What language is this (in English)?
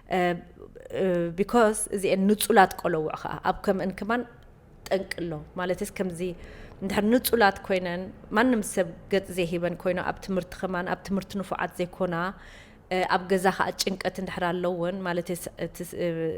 Tigrinya